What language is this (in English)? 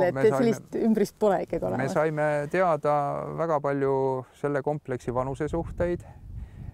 Estonian